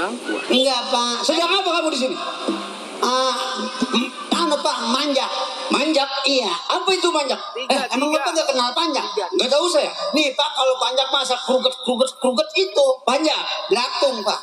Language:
Betawi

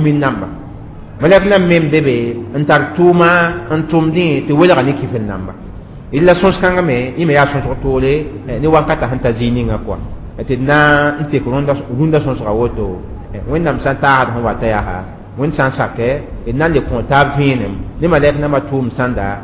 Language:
Mossi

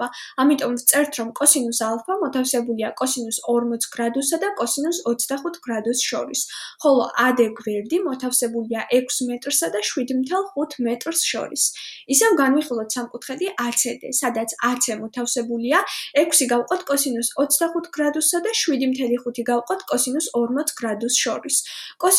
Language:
Georgian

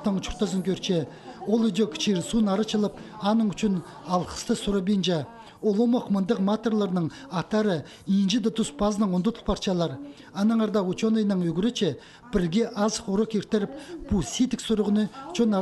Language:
Khakas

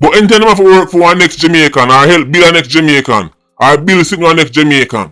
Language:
Jamaican Creole English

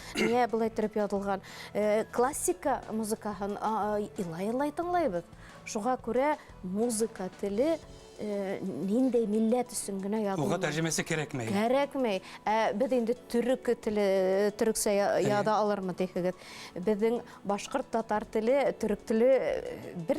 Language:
Bashkir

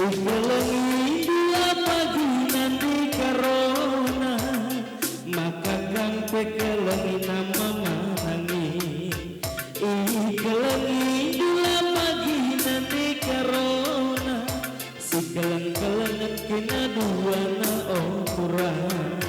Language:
Batak Karo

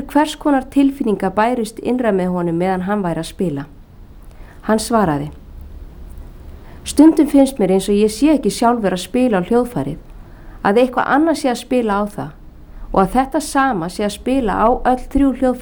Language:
Icelandic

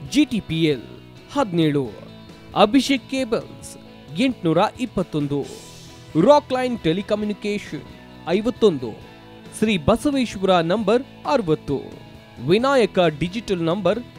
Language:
Kannada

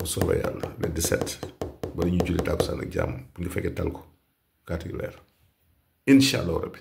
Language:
Wolof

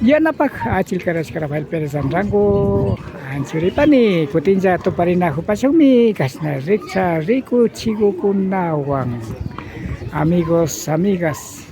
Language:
Imbabura Highland Quichua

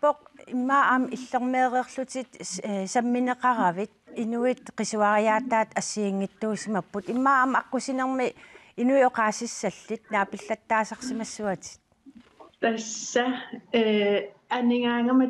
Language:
Kalaallisut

